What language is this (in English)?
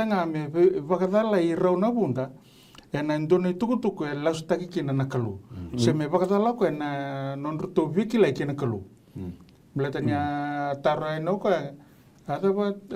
Fijian